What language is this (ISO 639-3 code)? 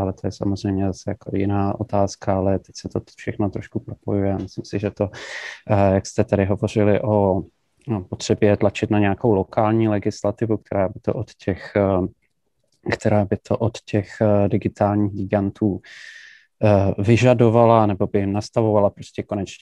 ces